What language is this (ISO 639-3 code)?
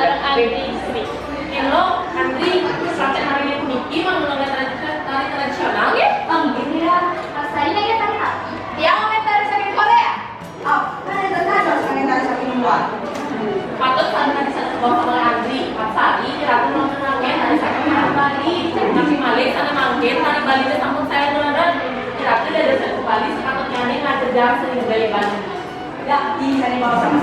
ban